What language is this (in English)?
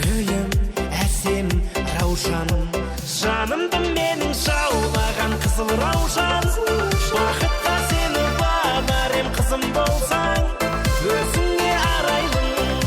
Kara-Kalpak